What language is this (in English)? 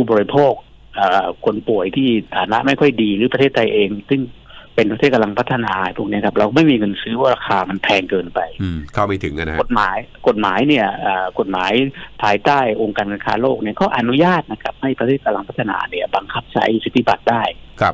Thai